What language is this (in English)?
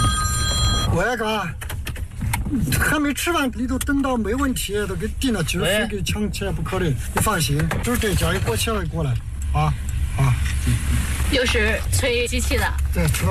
Chinese